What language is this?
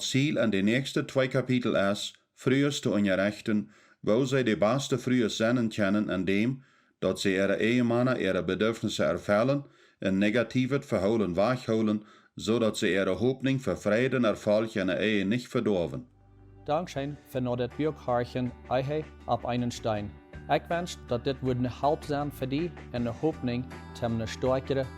Plautdietsch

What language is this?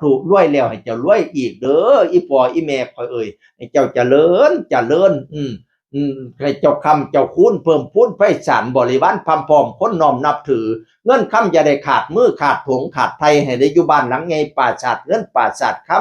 Northeastern Thai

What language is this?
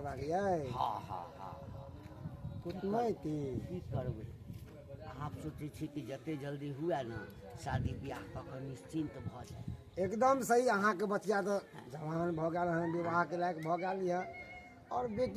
Maithili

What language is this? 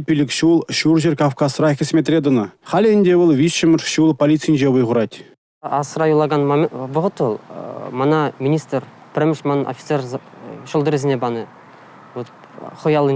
Chuvash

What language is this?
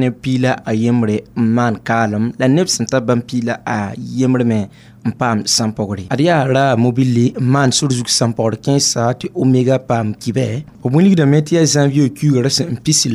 Mossi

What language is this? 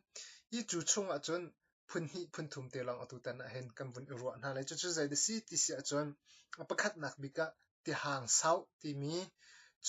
Hakha Chin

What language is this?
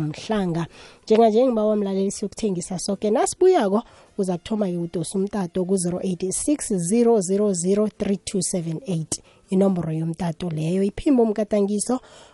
South Ndebele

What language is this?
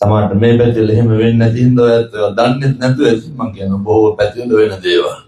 Sinhala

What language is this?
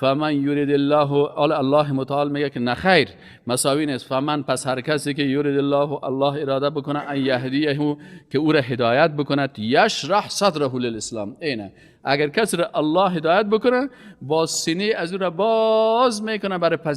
Persian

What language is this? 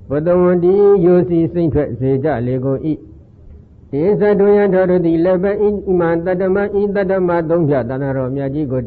Burmese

